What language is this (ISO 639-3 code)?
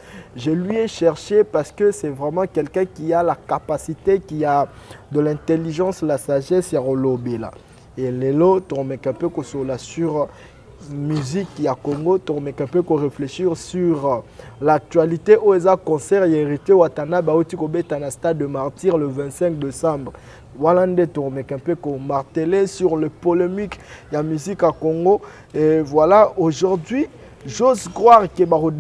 lin